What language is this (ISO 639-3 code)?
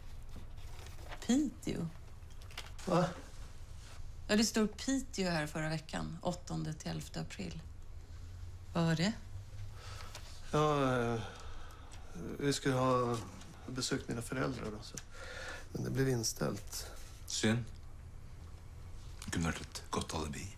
swe